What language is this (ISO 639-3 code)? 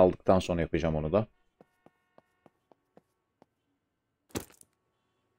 tur